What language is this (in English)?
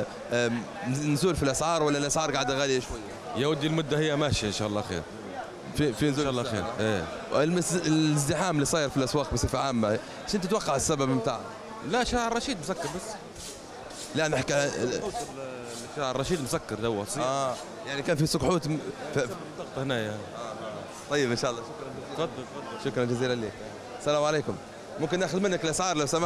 Arabic